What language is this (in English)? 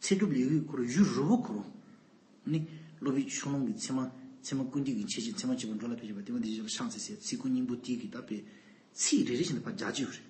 Tibetan